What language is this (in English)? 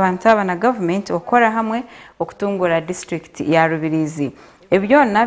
Nyankole